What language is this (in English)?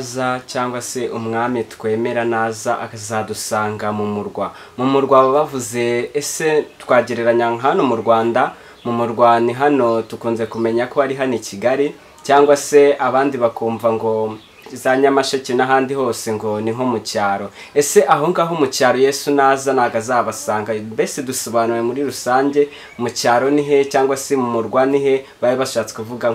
Kinyarwanda